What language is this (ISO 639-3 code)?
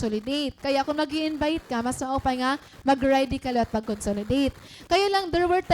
war